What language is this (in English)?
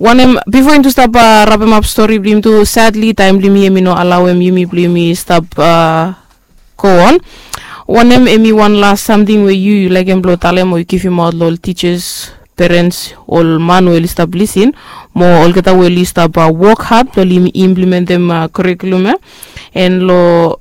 Bislama